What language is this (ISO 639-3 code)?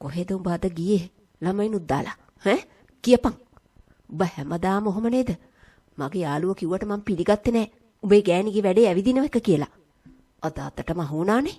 sin